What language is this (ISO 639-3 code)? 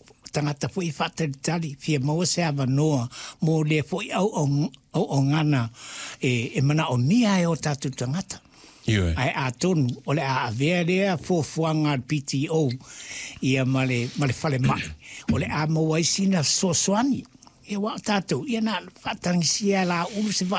smo